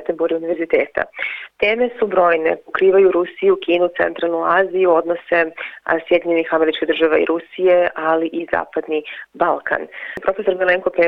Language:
Serbian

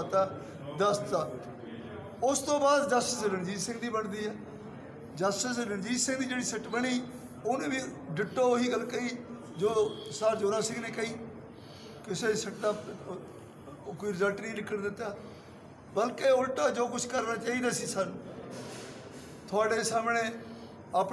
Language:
Punjabi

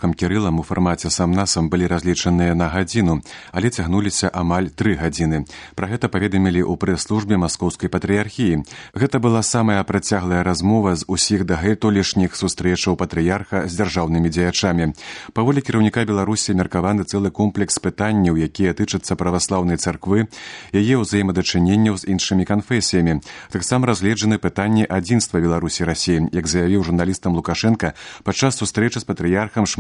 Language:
Belarusian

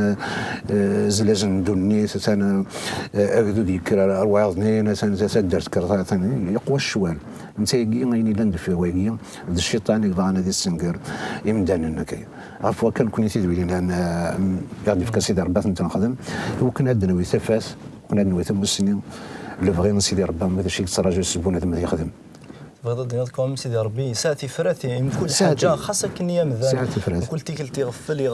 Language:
Kabyle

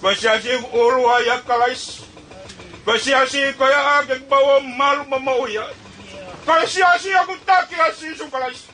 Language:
Tongan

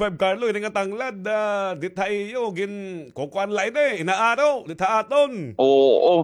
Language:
Waray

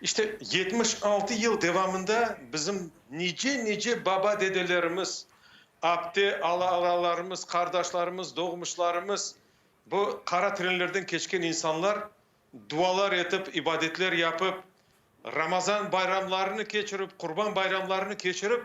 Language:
Crimean Tatar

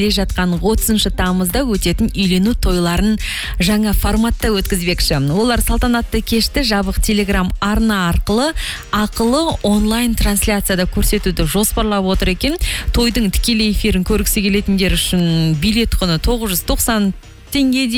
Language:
Kazakh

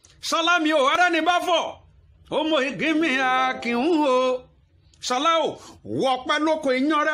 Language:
Yoruba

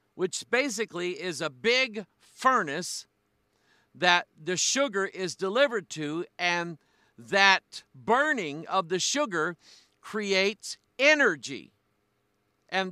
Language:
English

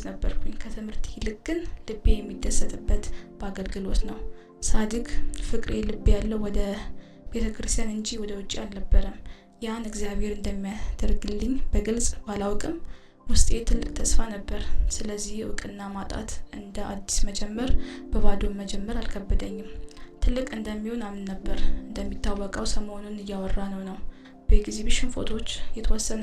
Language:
Amharic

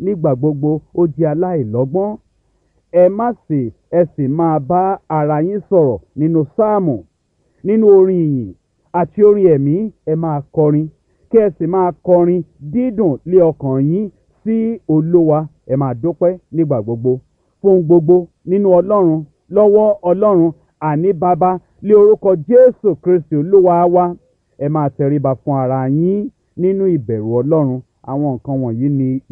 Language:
Yoruba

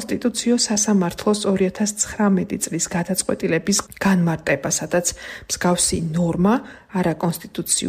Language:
Georgian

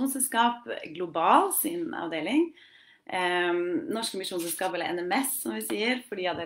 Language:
Norwegian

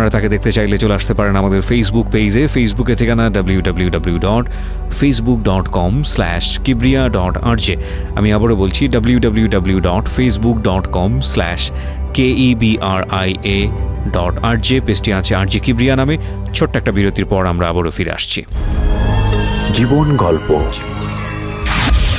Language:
Bangla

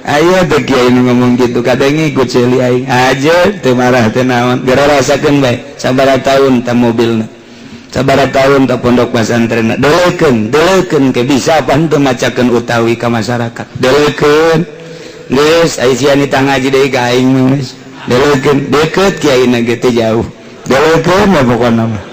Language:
Sundanese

